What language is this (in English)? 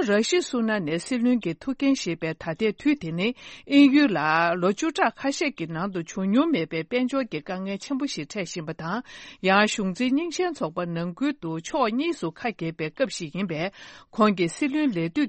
Tibetan